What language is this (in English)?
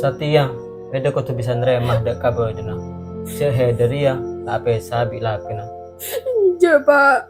Madurese